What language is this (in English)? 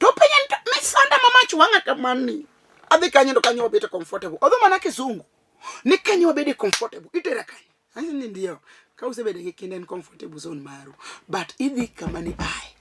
Luo (Kenya and Tanzania)